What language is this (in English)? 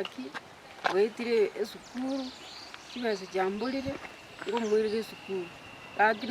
Gusii